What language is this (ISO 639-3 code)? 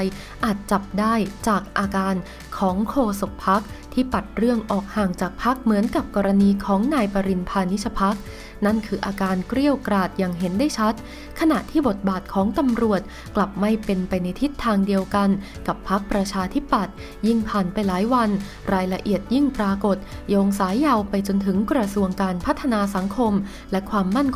tha